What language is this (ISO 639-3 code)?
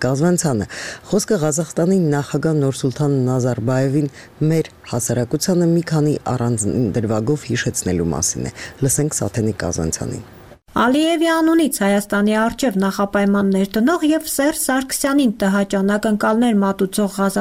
hye